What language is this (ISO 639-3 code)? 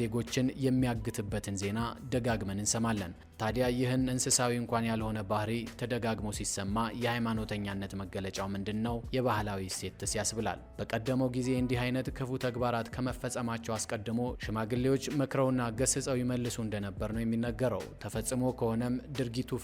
amh